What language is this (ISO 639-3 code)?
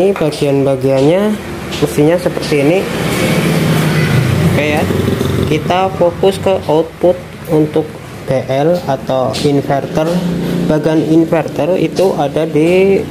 ind